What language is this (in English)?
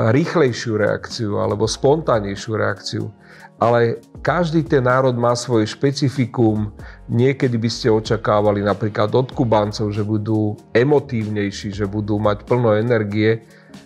Slovak